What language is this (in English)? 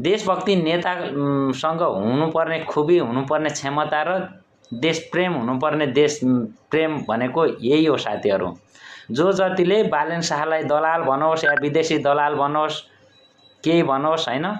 Nepali